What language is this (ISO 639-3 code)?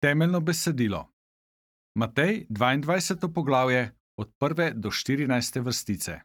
slv